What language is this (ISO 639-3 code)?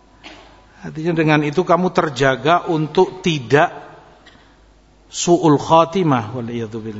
ind